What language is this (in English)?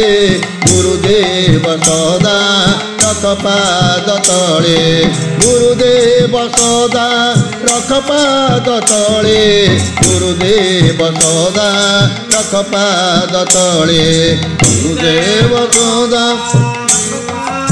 Odia